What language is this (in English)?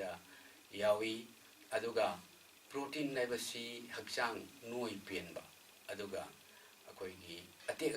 Manipuri